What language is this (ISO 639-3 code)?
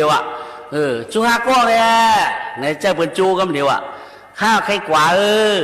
shn